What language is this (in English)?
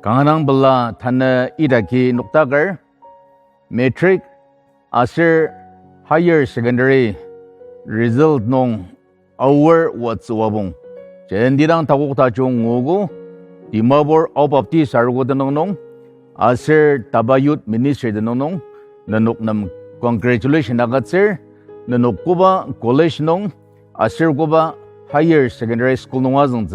Ao Naga